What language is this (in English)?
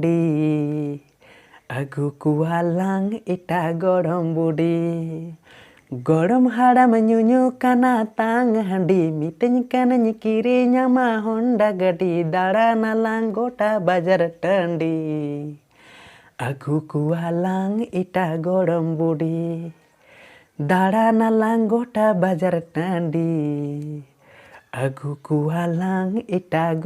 Santali